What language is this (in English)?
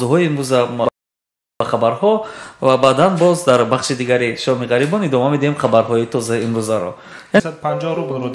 Tajik